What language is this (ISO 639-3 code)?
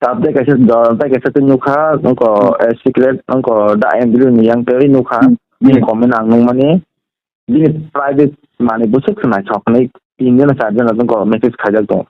trp